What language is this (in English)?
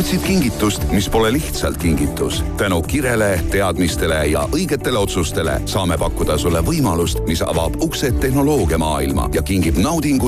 Estonian